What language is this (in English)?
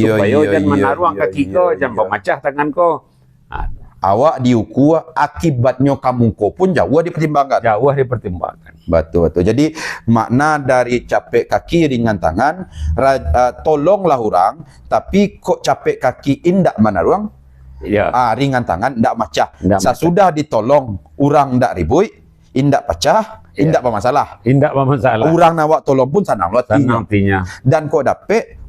Minangkabau